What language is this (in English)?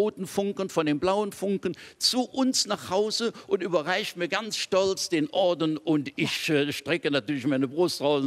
German